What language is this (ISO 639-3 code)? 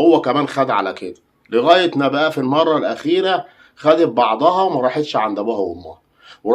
arz